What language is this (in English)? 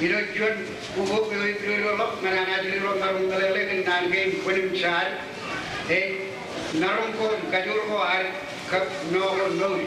Marshallese